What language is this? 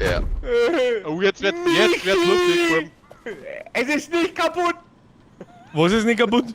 Bavarian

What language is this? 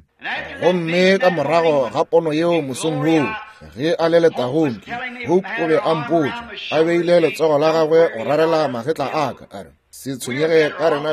Northern Sotho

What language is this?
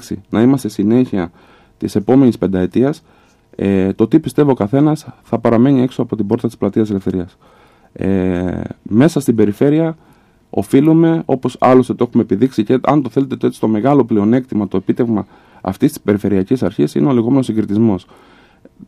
Greek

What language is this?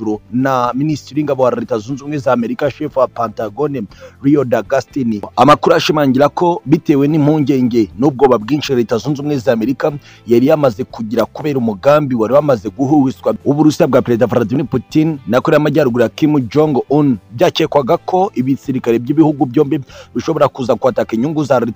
Kinyarwanda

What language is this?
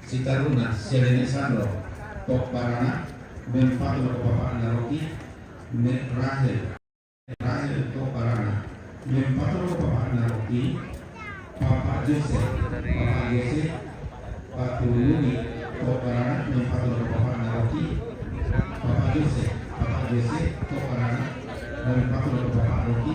Toraja-Sa'dan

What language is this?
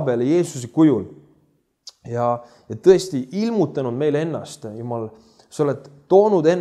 Estonian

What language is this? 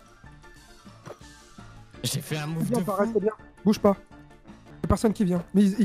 French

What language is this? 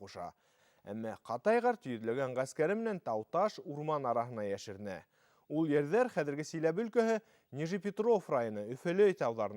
Bashkir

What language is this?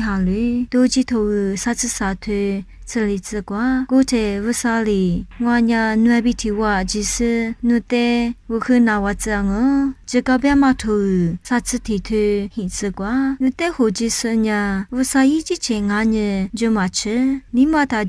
Lisu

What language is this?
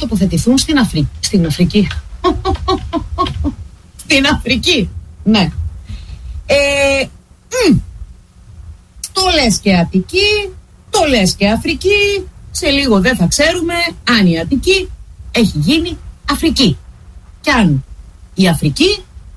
Greek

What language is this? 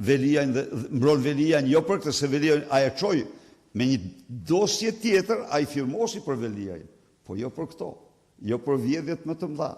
Albanian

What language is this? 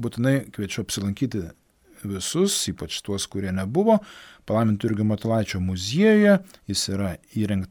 Lithuanian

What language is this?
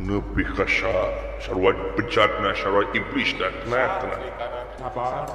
Sundanese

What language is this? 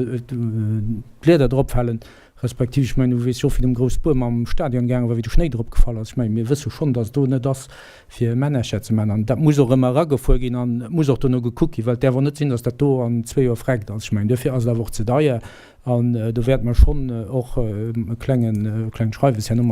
Luxembourgish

